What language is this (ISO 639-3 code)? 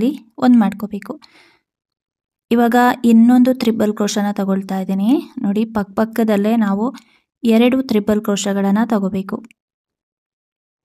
kan